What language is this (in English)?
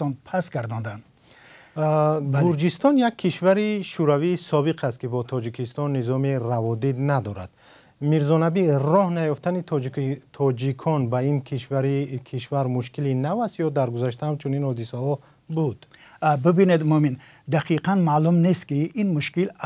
Tajik